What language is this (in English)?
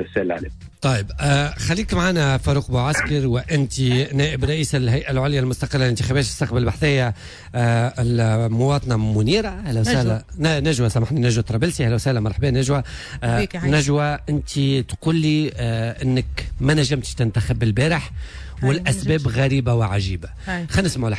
Tunisian Arabic